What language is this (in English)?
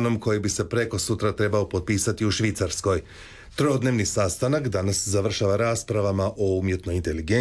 Croatian